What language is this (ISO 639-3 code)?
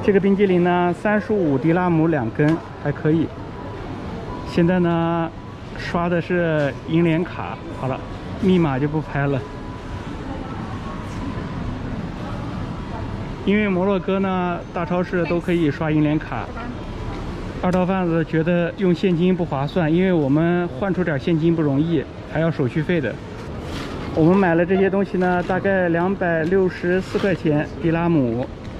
zho